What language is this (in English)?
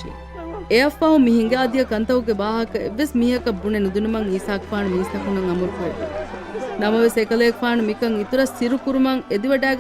Divehi